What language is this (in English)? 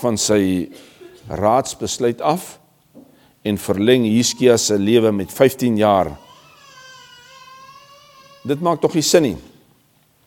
Afrikaans